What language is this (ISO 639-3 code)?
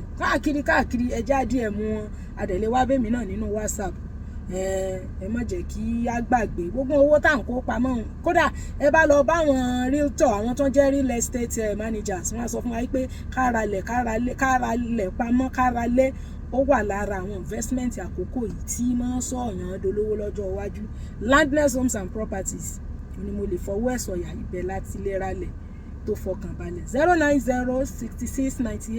yor